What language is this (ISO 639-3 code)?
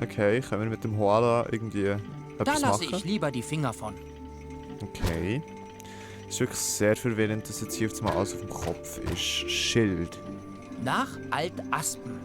gsw